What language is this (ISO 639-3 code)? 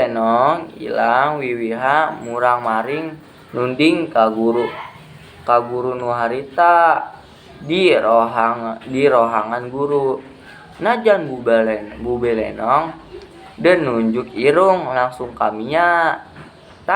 sun